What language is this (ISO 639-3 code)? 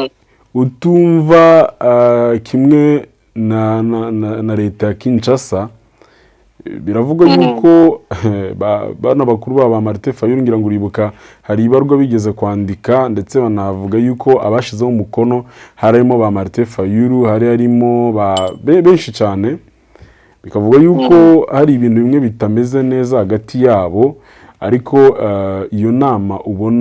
kin